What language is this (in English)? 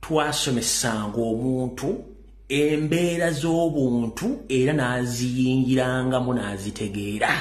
Ganda